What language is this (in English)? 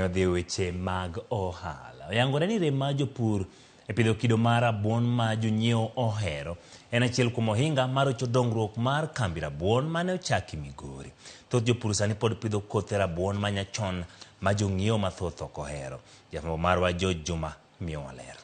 Luo (Kenya and Tanzania)